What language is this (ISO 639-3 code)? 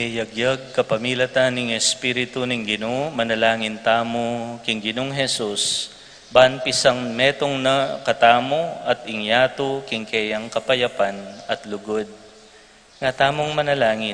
pam